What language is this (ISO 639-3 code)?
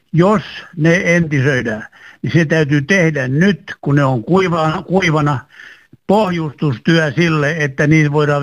fin